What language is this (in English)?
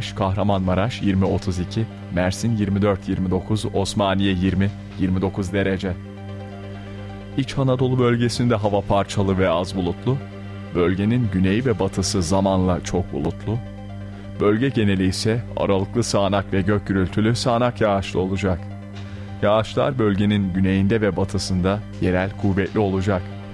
Turkish